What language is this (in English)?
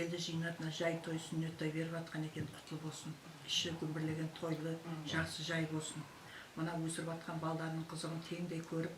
Kara-Kalpak